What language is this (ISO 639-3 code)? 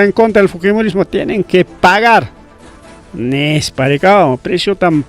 quy